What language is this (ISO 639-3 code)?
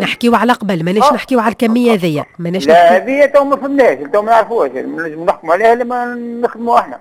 aeb